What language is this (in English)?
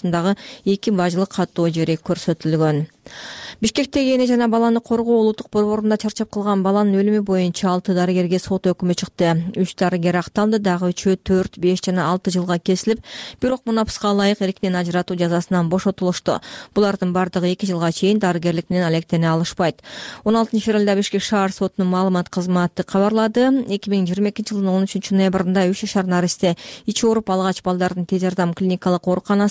Kyrgyz